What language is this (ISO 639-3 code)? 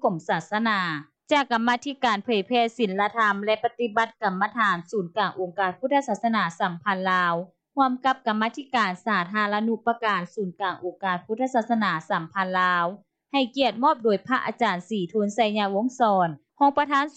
lao